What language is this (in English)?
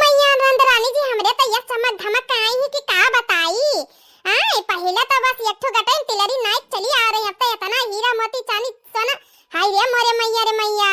Awadhi